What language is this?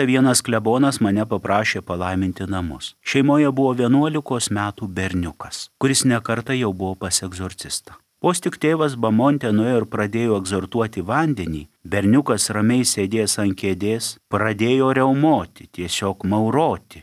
Lithuanian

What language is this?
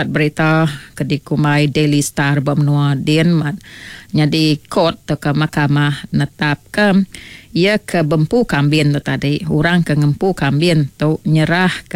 Iban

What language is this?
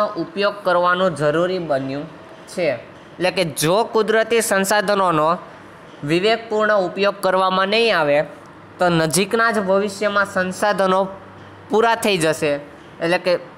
Gujarati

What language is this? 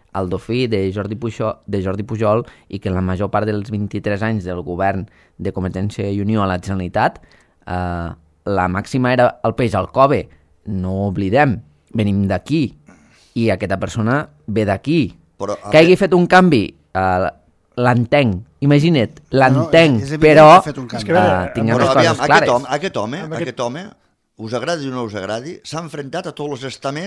Catalan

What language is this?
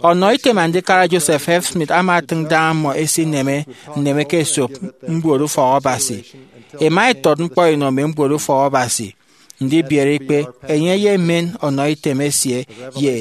Efik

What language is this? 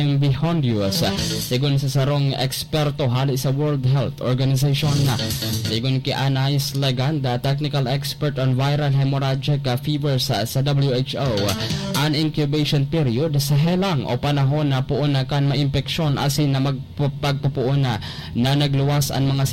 Bikol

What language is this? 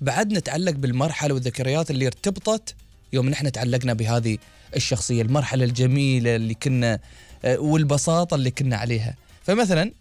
Gulf Arabic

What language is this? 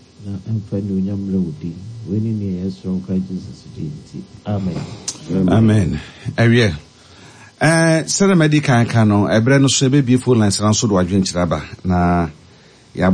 Akan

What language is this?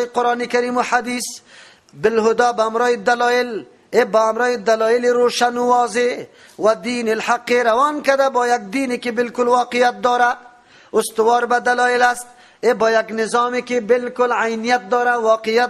Persian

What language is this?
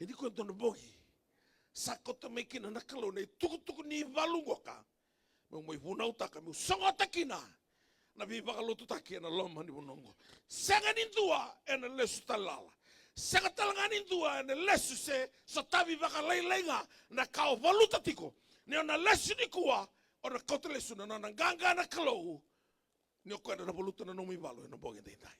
Fijian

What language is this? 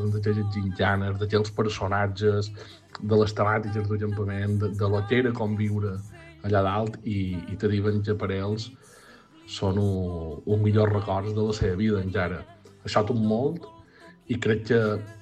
Catalan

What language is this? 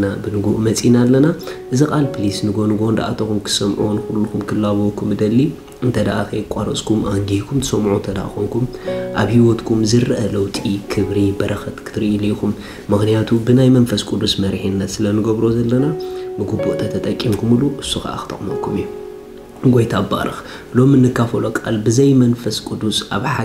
Tigrinya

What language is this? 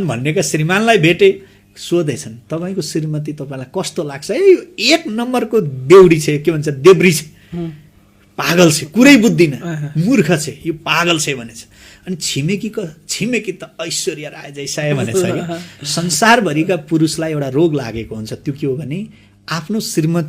Nepali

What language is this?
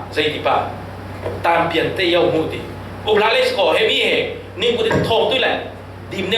Falam Chin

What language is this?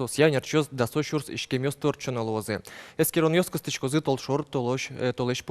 Udmurt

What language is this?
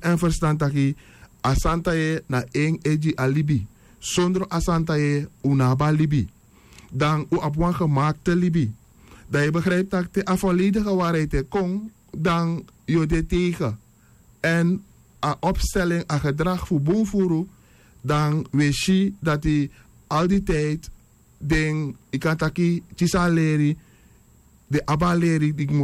Sranan Tongo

